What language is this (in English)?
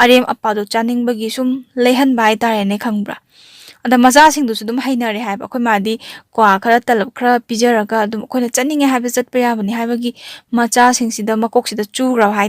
Manipuri